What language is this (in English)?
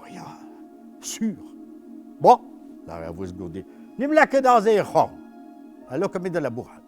Breton